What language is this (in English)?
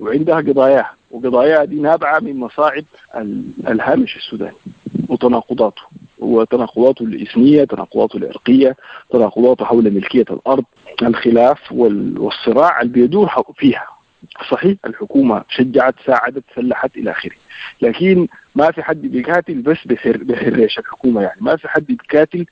Sudanese Arabic